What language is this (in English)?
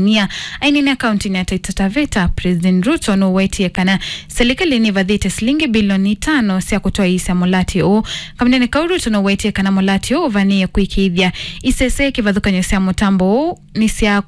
Kamba